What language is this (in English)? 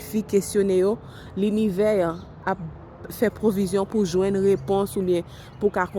Haitian Creole